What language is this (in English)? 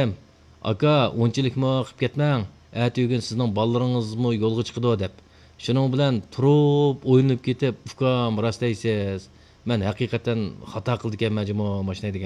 Uyghur